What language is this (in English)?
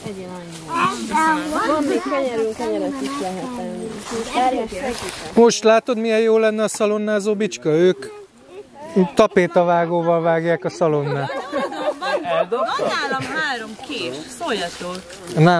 Hungarian